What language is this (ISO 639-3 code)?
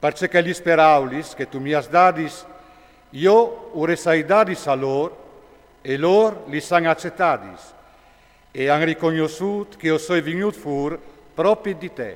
fur